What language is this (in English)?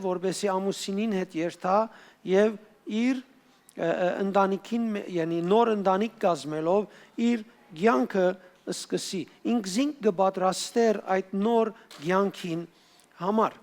Western Armenian